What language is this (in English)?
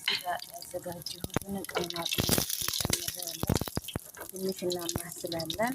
Amharic